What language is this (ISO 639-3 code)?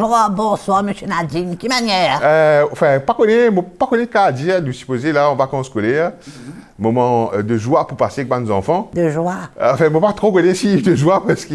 mfe